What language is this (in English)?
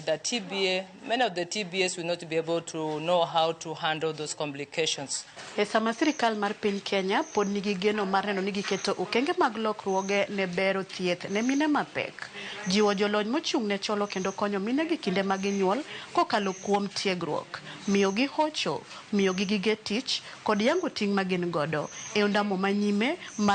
Luo (Kenya and Tanzania)